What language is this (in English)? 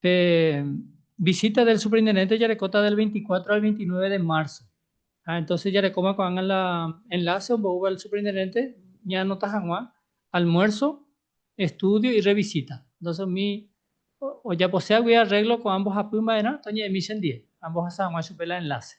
Guarani